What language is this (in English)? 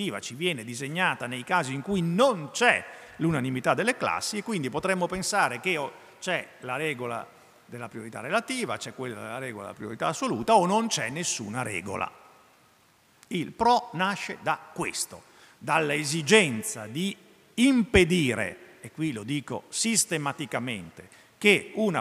Italian